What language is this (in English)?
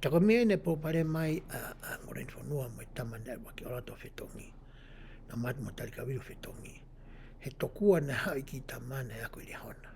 Tongan